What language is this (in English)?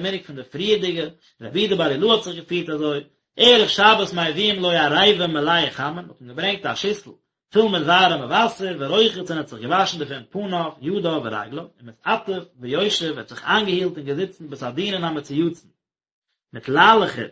Yiddish